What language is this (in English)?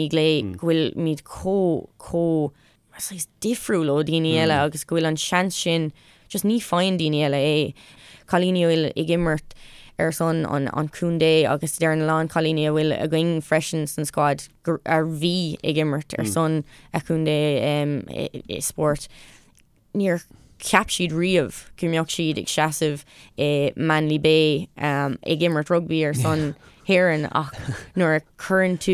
Irish